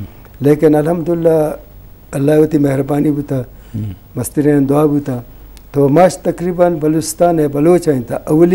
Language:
Baluchi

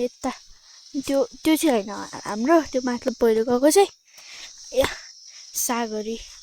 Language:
Nepali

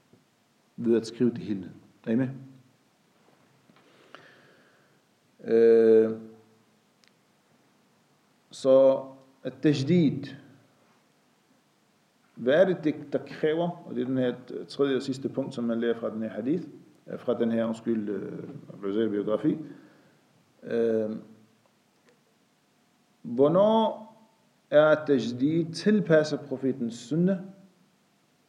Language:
Danish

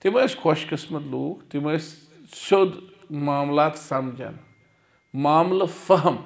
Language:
Kashmiri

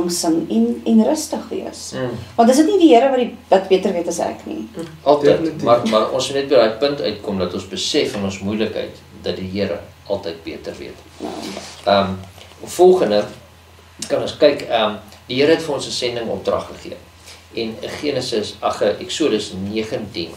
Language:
Afrikaans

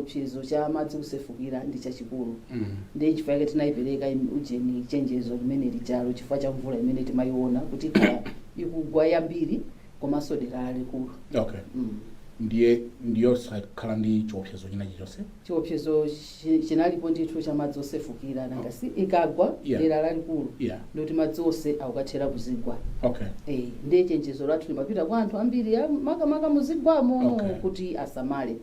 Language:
Nyanja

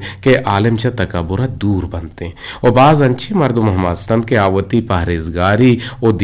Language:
Eastern Balochi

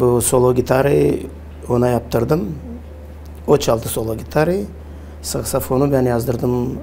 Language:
Gagauz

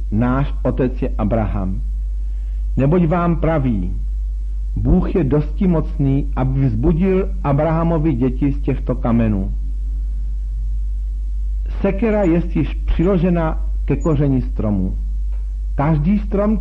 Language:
Czech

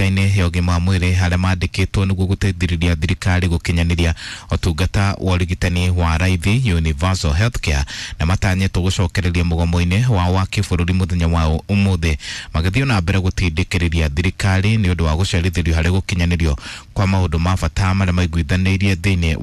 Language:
Kikuyu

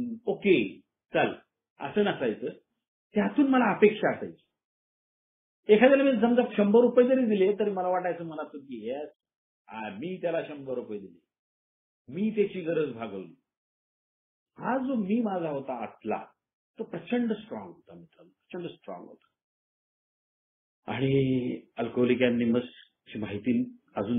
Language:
Marathi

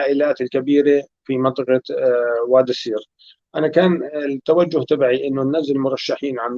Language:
North Levantine Arabic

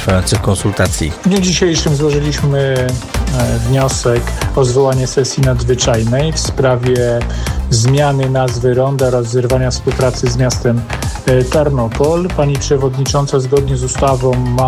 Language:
Polish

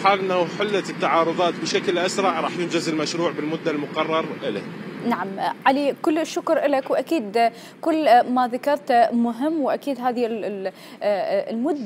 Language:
Mesopotamian Arabic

